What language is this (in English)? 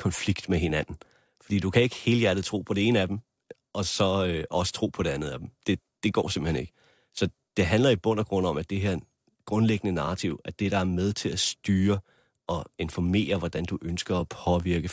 Danish